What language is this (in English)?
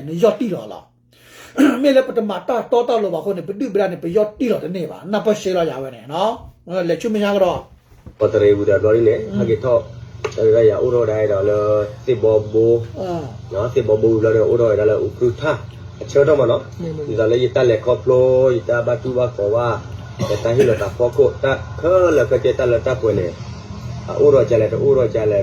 S'gaw Karen